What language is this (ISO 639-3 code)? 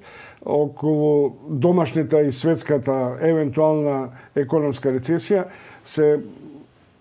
mkd